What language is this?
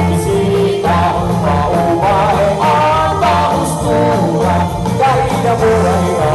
Waray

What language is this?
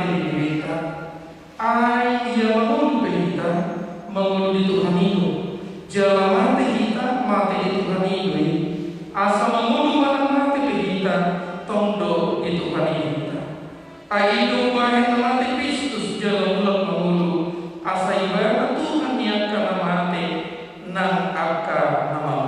Batak Toba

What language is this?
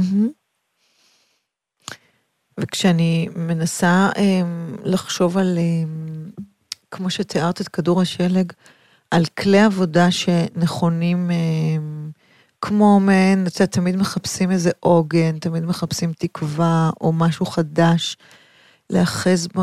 Hebrew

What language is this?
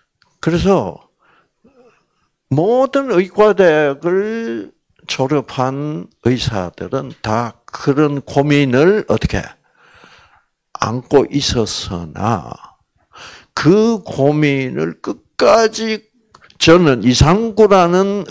Korean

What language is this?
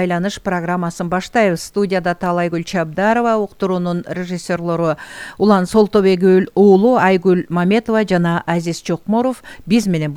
Kyrgyz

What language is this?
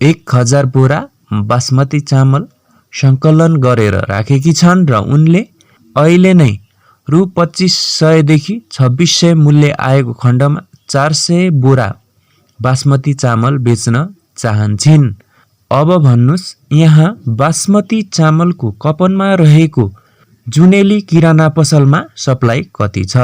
Nepali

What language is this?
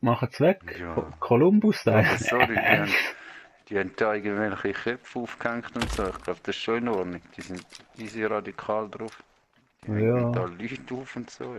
Swiss German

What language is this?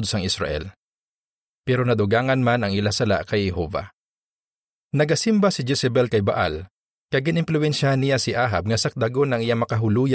Hiligaynon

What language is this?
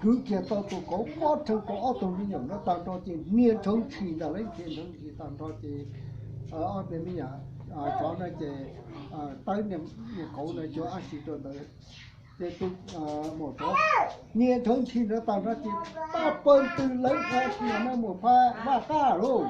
Hmong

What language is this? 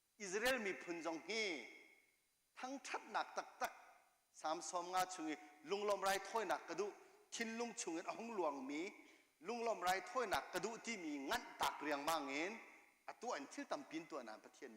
Hakha Chin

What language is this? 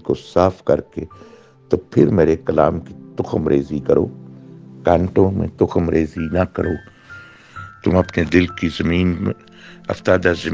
Urdu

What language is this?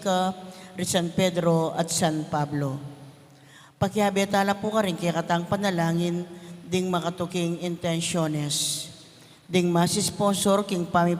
Pampanga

